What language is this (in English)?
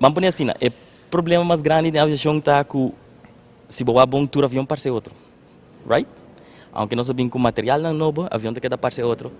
Papiamento